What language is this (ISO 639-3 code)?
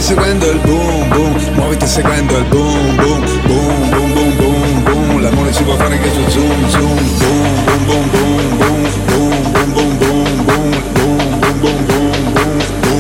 ita